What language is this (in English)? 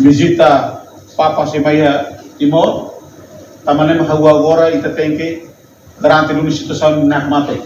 Tetum